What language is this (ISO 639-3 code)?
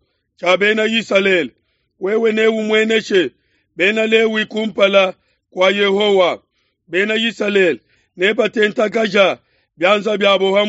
lua